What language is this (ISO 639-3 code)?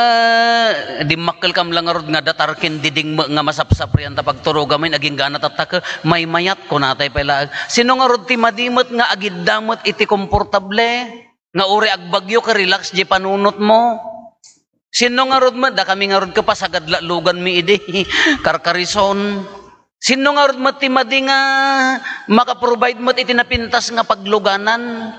ilo